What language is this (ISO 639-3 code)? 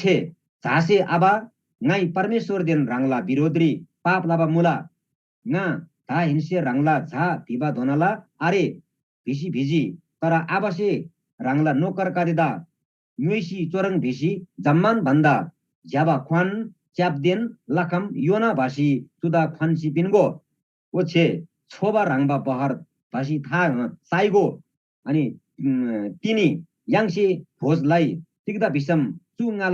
taj